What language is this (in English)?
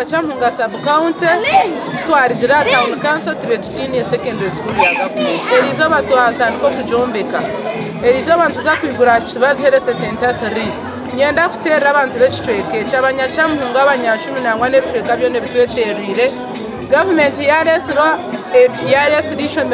Nyankole